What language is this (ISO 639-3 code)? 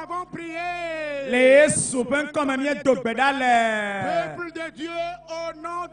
ewe